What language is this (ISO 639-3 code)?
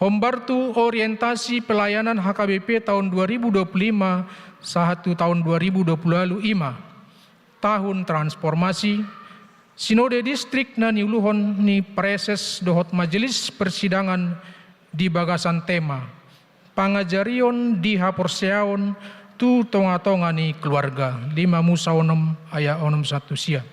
bbc